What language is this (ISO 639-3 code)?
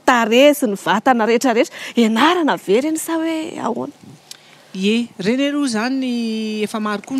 mlg